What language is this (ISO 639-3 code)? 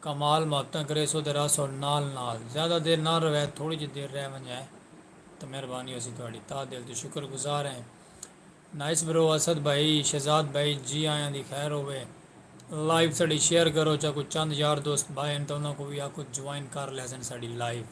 skr